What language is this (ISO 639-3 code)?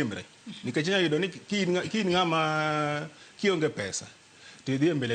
luo